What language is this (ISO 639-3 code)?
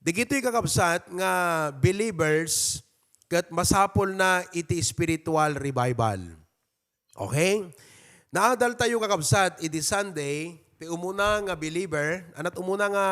ilo